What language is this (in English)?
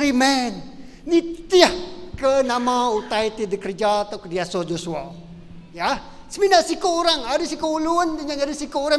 Iban